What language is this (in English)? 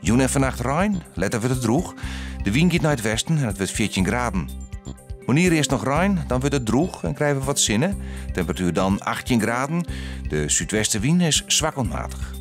Western Frisian